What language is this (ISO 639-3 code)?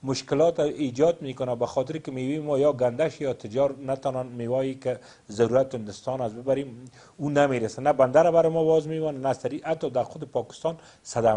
pus